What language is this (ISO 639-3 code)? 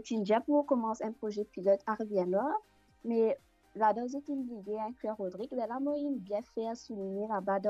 mfe